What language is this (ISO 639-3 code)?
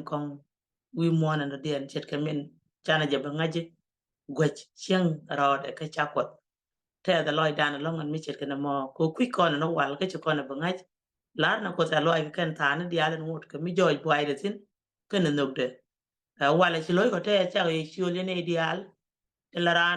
nus